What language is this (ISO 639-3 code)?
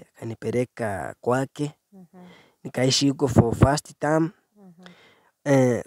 swa